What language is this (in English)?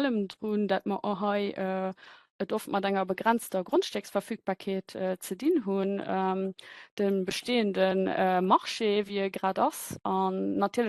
Luxembourgish